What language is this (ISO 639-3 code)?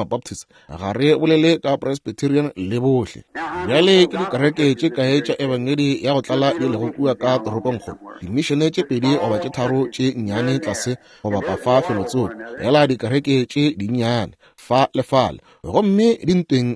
nso